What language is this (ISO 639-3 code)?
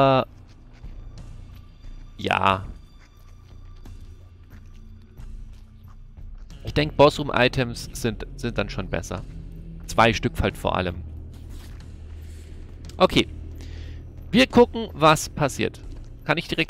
deu